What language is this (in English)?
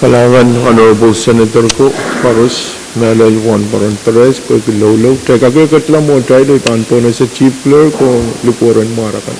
Pohnpeian